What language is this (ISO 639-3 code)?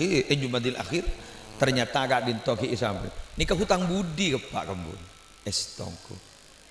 mad